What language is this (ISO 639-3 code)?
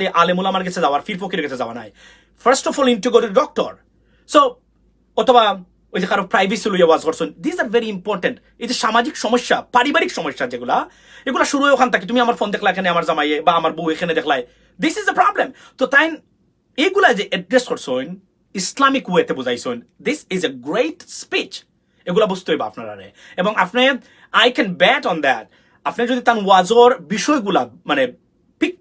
syl